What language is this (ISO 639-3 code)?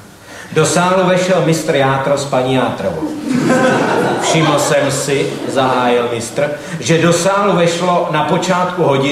ces